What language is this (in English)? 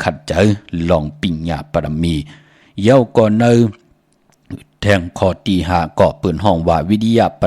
Shan